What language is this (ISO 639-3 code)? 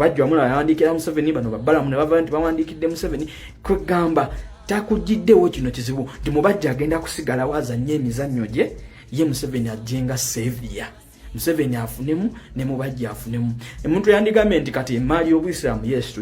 lug